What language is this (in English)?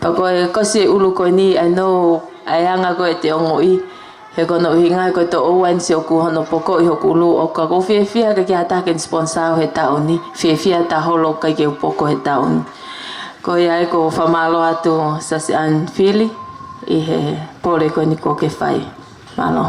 Tongan